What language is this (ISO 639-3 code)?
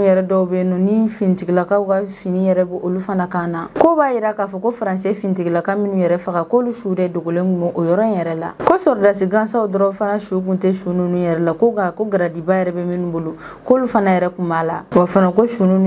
bam